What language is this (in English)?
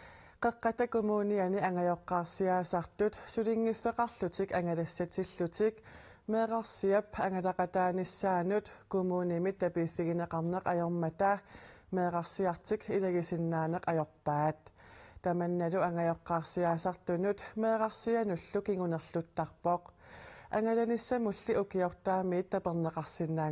Kalaallisut